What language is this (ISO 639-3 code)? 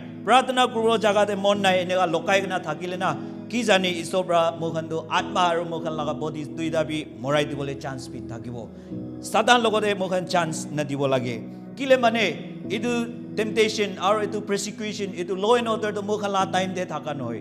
nag